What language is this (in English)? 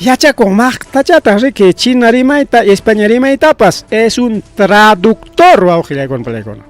Ayacucho Quechua